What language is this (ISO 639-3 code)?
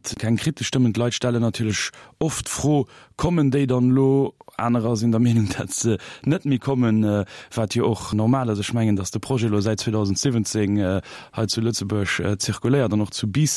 ltz